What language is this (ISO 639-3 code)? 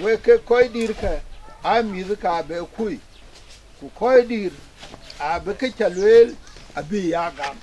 din